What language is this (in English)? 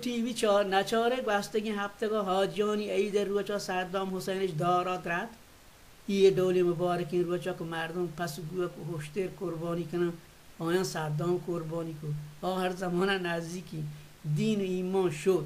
Baluchi